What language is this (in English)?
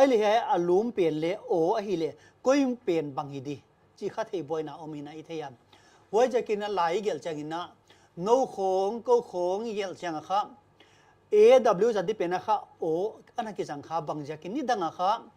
Paite Chin